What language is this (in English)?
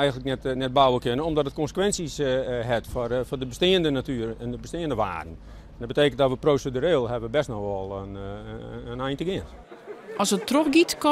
Western Frisian